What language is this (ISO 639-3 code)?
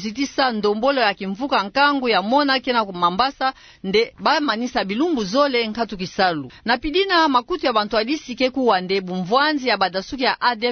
ktu